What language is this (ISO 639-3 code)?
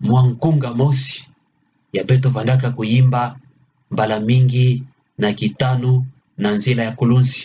ktu